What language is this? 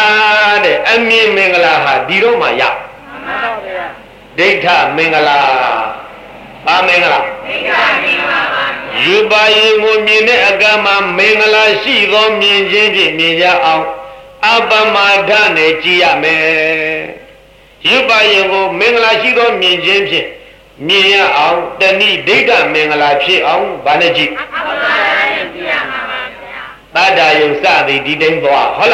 Burmese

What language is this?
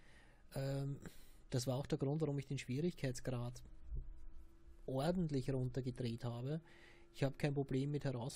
German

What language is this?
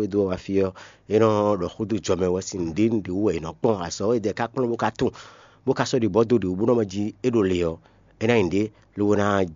Fon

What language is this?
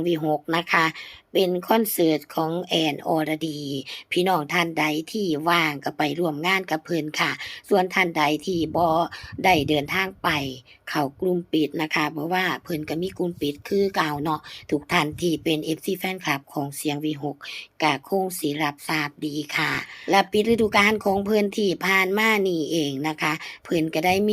Lao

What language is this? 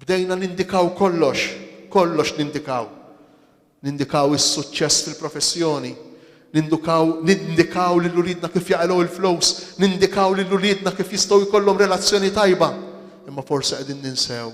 Maltese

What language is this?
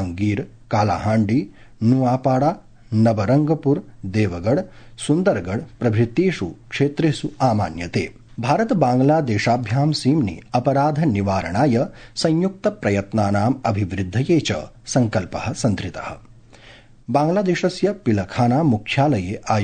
Sanskrit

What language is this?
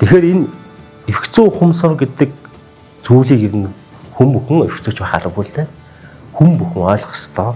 Mongolian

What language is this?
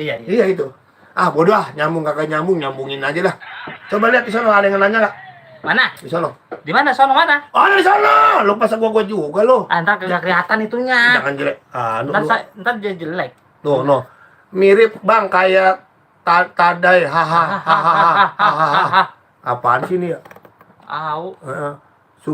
Betawi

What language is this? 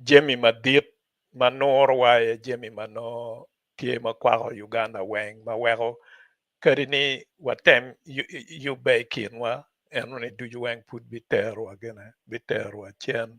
Acoli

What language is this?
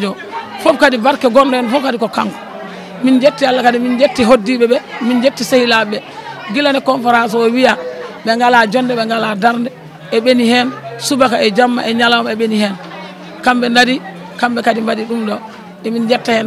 Fula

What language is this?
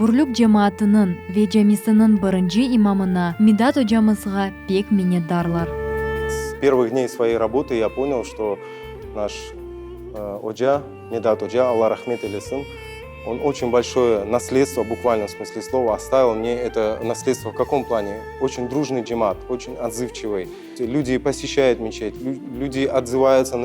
Crimean Tatar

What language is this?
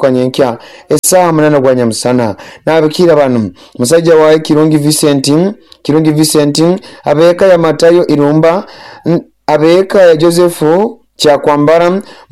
Nyoro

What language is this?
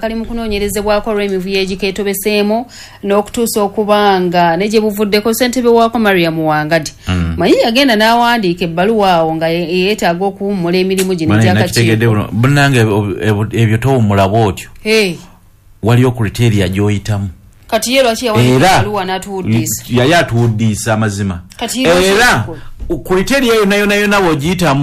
Ganda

